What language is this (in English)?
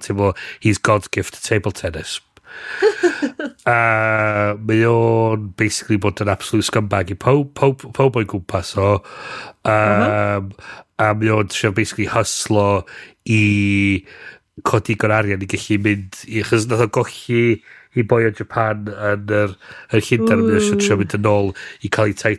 Welsh